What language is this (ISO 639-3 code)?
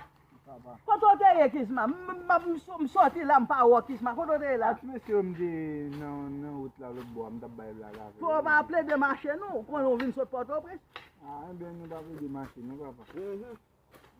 hat